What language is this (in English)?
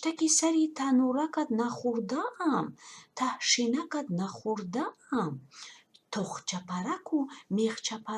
Tajik